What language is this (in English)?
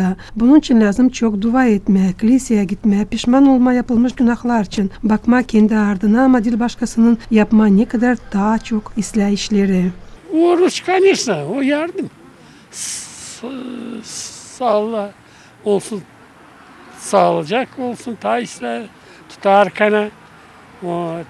Gagauz